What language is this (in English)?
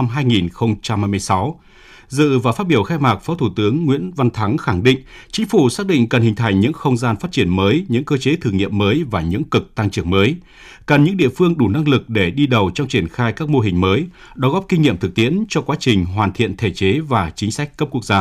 Vietnamese